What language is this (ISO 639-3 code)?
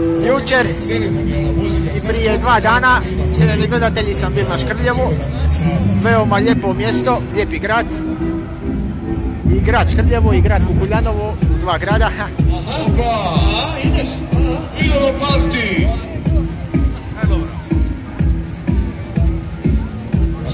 hrv